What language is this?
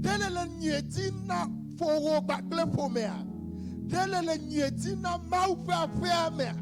Ewe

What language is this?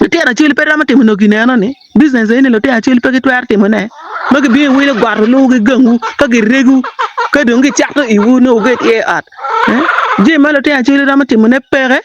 Acoli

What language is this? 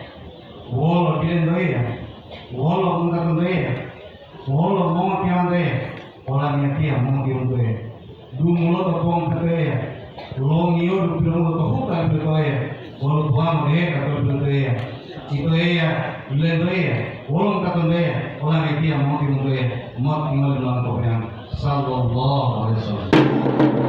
Gorontalo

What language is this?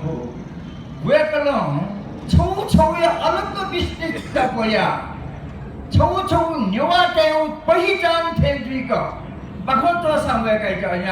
Newari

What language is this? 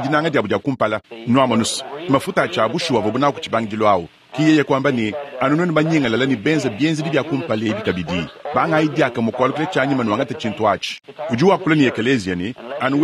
Luba-Lulua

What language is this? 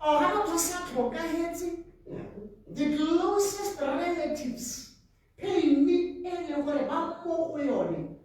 Tswana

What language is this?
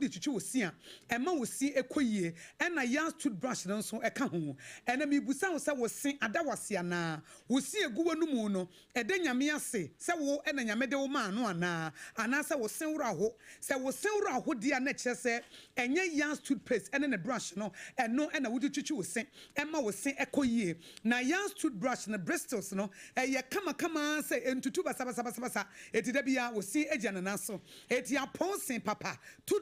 Akan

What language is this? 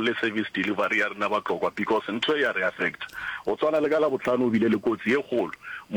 Northern Sotho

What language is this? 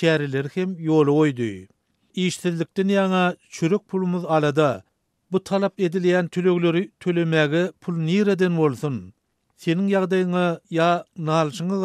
Turkmen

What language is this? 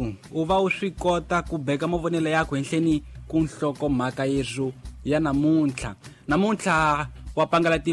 Tsonga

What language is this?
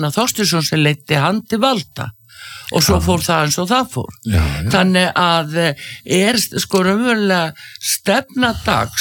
Icelandic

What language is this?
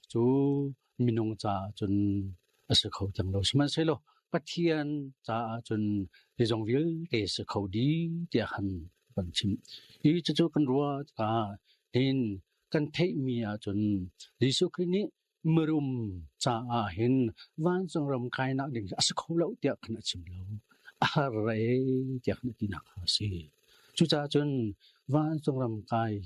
Hakha Chin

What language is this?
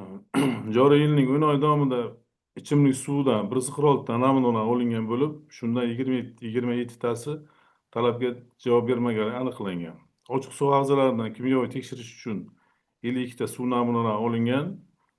Uzbek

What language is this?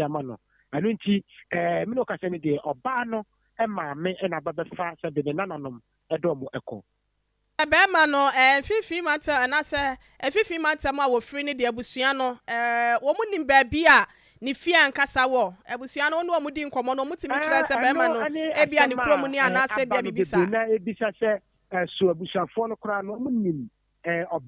Akan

